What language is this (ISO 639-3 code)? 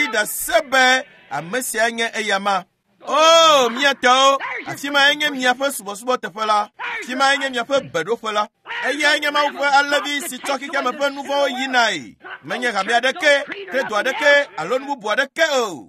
ewe